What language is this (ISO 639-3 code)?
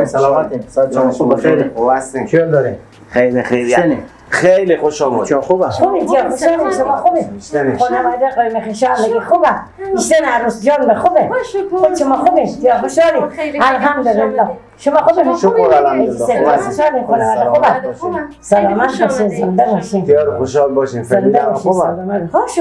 fas